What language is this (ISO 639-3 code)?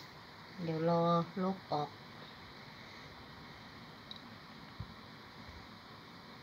tha